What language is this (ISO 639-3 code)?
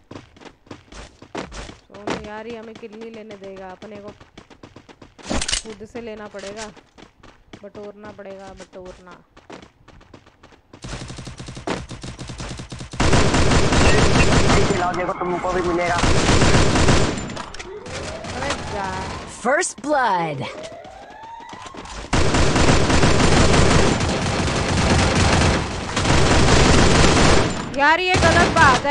hin